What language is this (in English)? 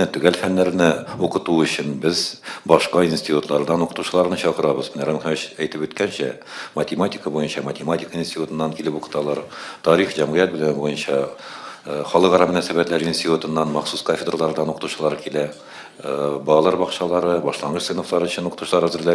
Tatar